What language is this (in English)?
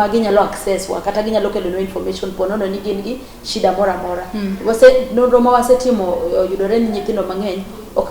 Luo (Kenya and Tanzania)